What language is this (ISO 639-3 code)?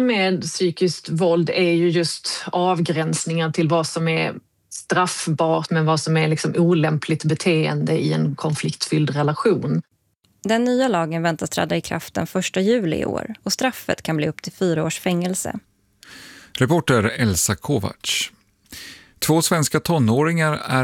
swe